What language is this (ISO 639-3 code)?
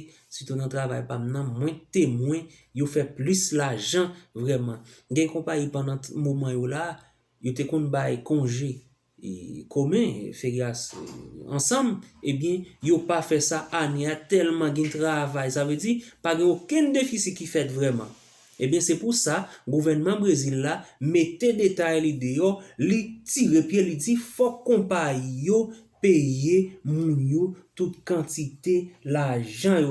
hat